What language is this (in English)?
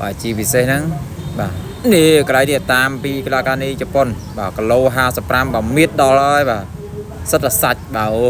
Khmer